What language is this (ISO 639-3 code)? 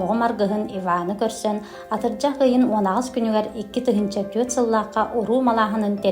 sah